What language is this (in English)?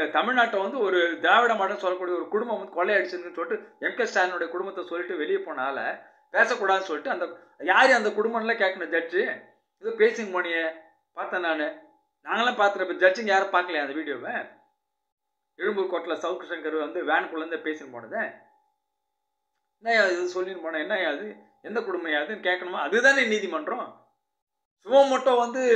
Tamil